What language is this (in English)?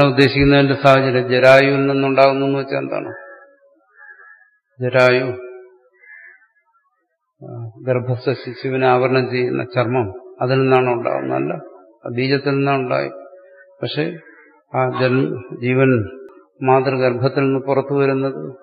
Malayalam